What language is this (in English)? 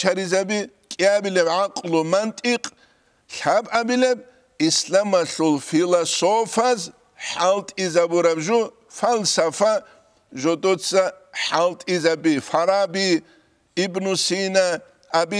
Avaric